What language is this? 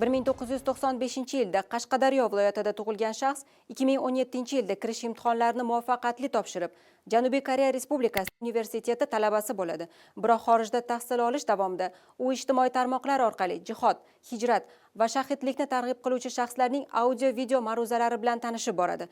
Uzbek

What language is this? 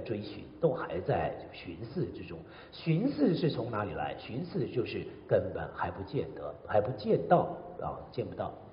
Chinese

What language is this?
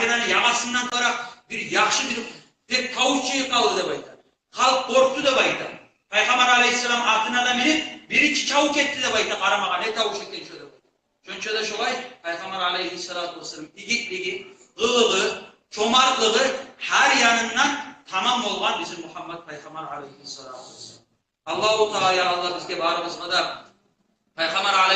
Kumyk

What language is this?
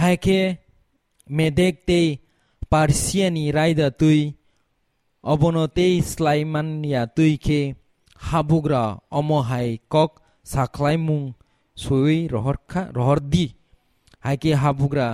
Kok Borok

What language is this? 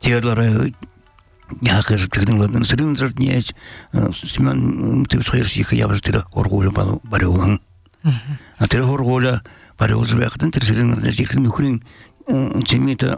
Belarusian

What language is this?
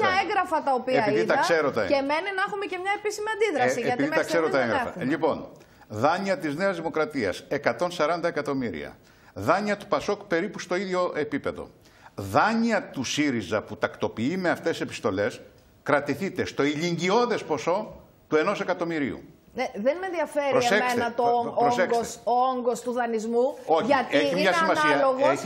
Greek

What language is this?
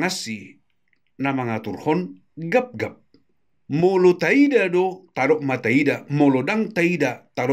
Batak Toba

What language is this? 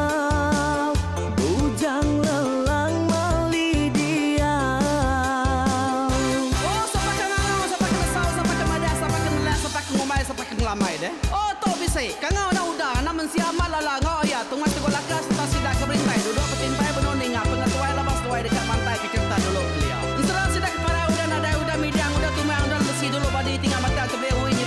Iban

